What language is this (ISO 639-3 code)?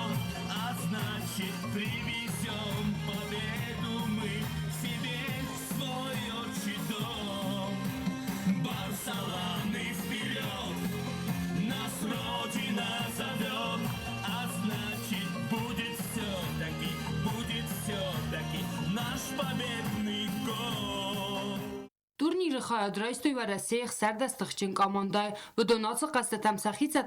oss